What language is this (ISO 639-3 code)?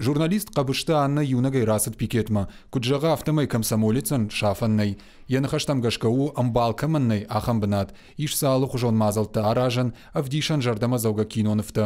oss